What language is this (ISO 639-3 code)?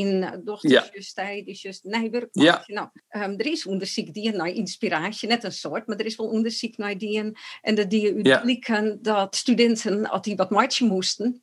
fry